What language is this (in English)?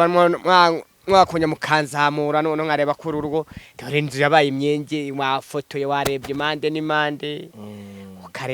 Kinyarwanda